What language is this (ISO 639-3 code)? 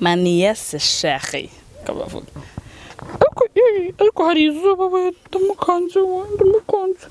kin